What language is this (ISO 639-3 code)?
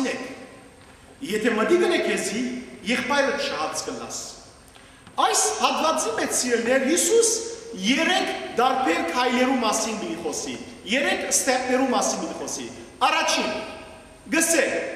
hyw